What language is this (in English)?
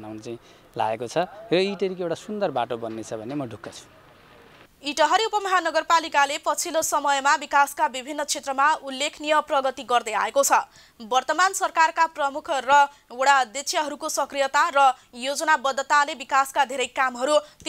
Nepali